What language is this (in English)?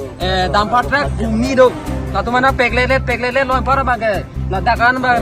Karbi